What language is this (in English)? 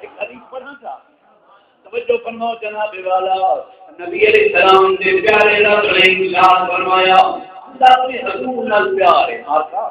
Saraiki